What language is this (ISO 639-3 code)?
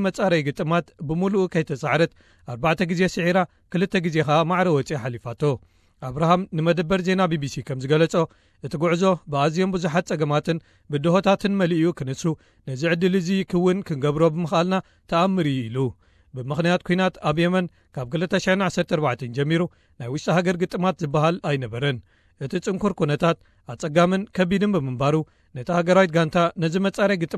tir